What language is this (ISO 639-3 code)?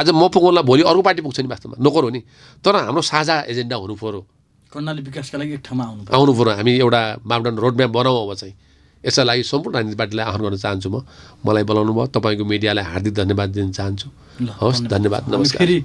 nep